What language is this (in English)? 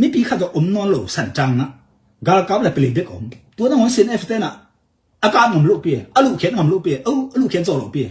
Tedim Chin